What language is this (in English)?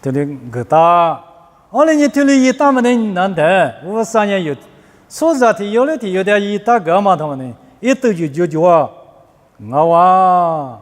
Lisu